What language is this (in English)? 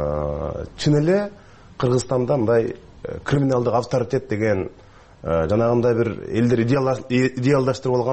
Kyrgyz